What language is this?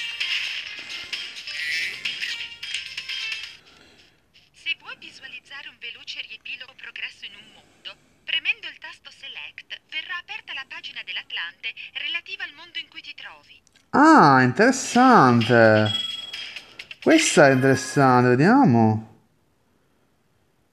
Italian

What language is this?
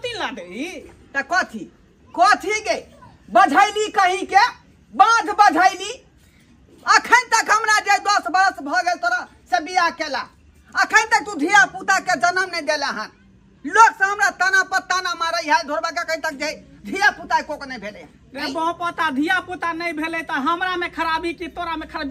Maithili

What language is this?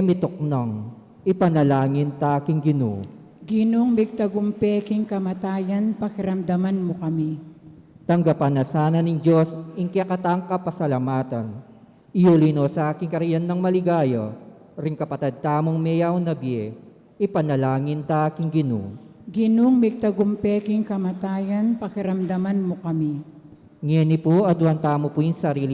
Pampanga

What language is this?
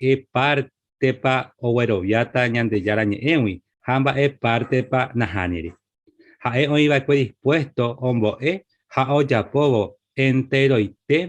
Guarani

